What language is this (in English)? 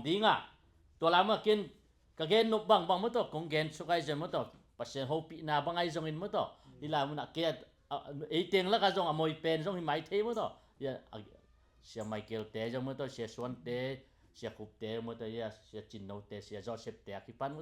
Tedim Chin